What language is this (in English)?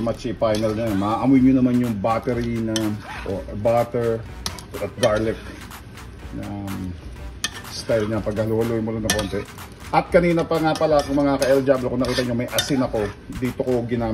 Filipino